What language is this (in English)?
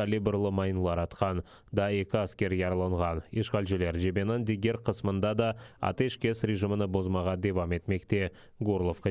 Crimean Tatar